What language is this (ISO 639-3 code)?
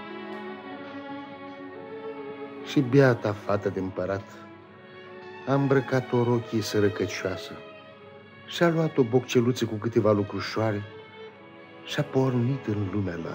ron